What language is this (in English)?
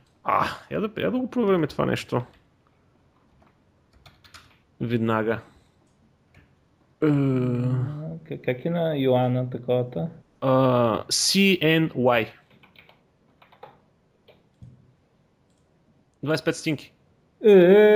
Bulgarian